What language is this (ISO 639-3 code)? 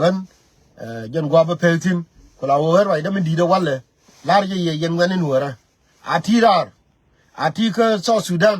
nus